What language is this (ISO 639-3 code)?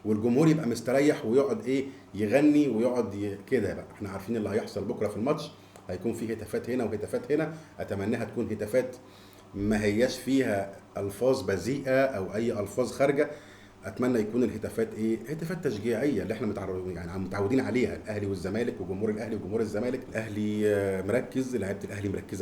arz